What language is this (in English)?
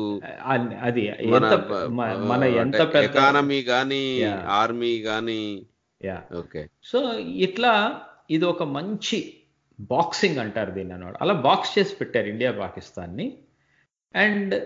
Telugu